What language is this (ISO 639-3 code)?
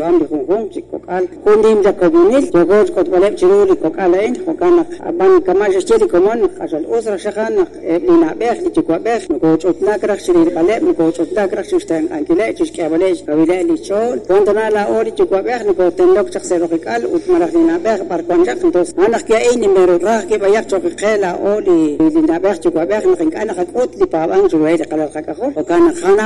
kek